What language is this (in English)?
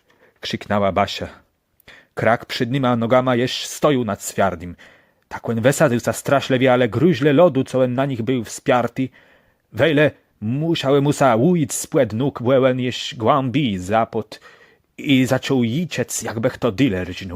Kashubian